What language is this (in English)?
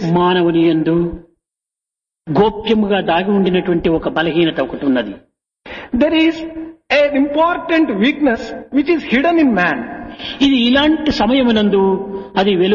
Telugu